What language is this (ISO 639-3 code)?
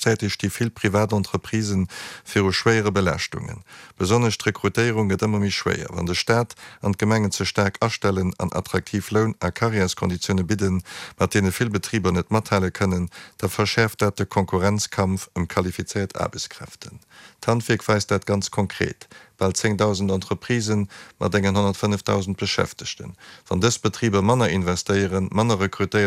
ltz